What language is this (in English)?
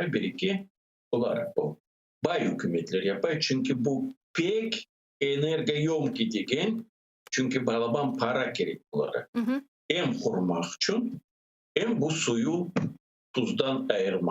Crimean Tatar